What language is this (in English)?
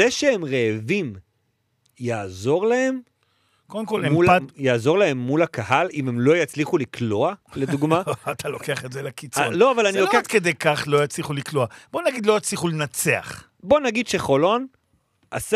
Hebrew